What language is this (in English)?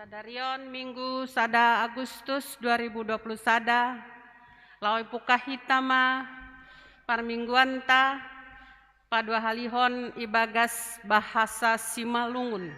Batak Simalungun